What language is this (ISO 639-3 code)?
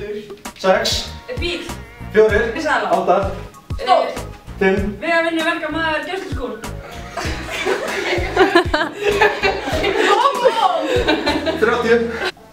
isl